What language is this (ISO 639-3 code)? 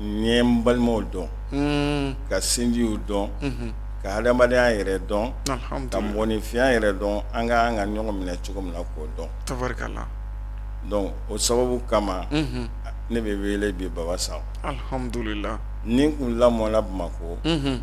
bam